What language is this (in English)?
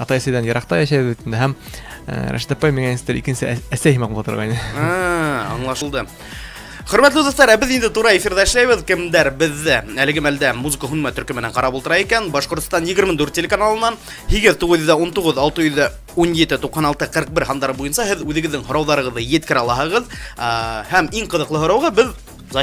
Bashkir